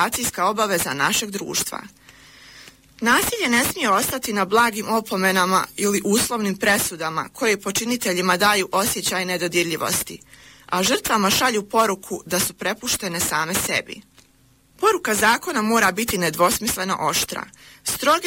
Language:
Bosnian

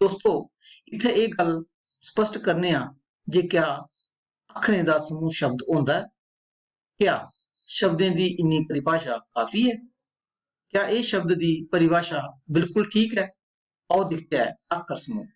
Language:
Dogri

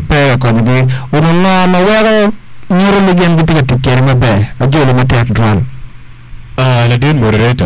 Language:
Acoli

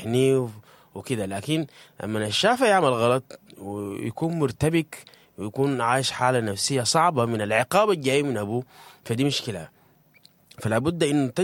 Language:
Sudanese Arabic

